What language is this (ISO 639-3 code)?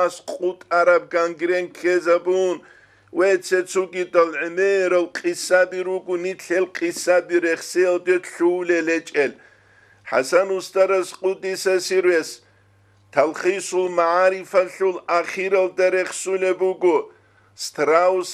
ava